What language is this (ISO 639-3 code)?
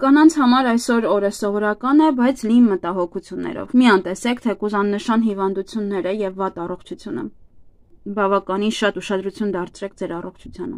hye